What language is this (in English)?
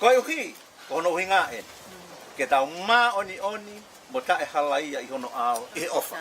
Tongan